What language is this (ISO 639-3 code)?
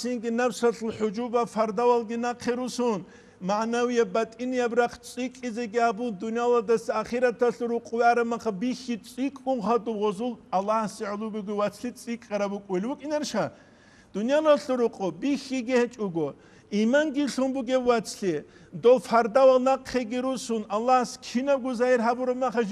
ava